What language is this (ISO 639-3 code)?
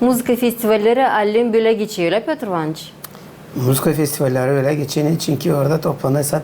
gag